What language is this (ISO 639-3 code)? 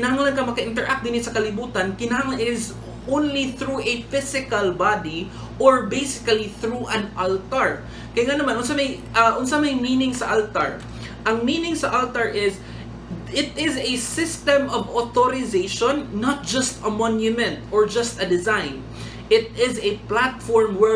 ceb